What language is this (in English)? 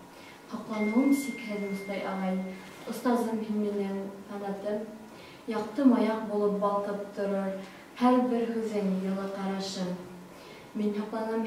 Bashkir